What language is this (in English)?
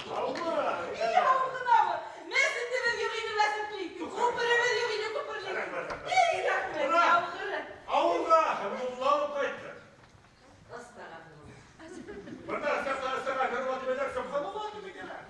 Bashkir